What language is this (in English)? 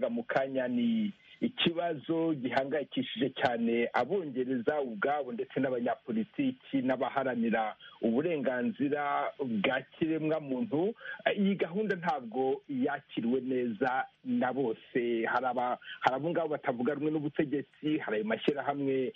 Kinyarwanda